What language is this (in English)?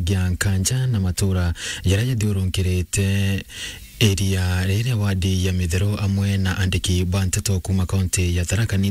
Meru